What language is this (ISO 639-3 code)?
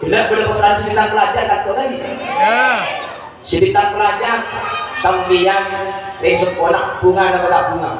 mad